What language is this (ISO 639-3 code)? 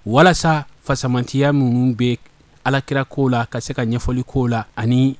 bam